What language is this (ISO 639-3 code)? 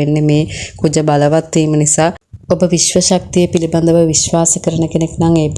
sin